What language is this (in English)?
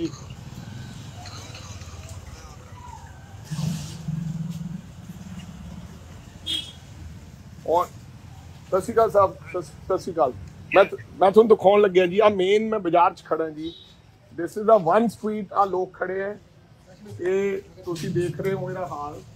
Punjabi